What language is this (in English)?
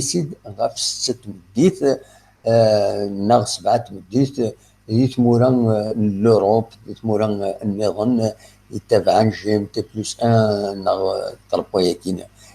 Kabyle